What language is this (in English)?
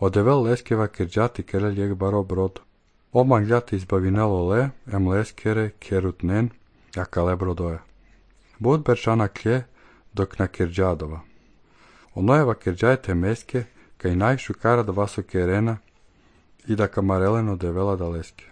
Serbian